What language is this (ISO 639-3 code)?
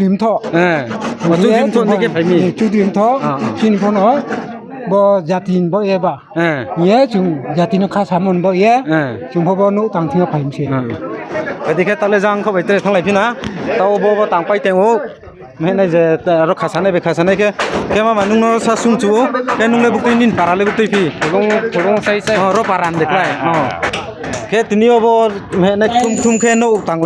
ria